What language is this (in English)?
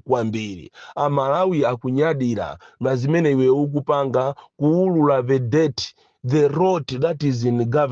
Nyanja